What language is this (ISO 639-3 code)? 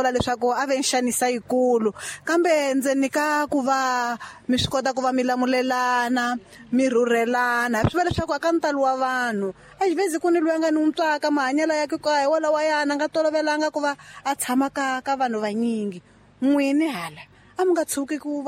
tso